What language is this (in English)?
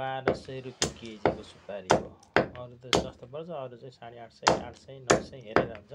Nepali